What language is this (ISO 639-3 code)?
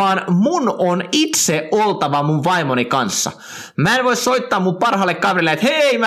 fin